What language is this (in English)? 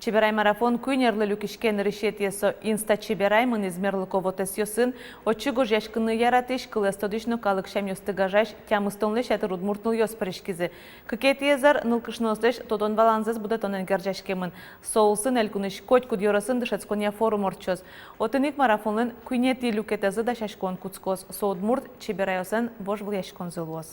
Udmurt